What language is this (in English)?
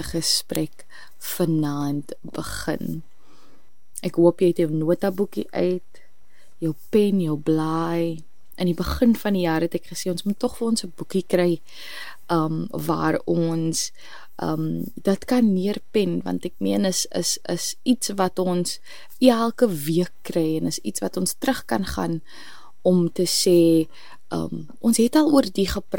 Afrikaans